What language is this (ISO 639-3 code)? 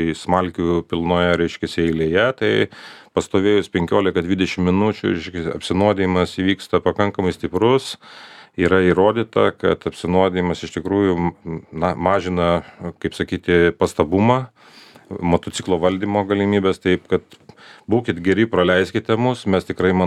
lit